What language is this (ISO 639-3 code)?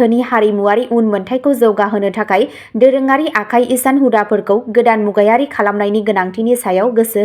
brx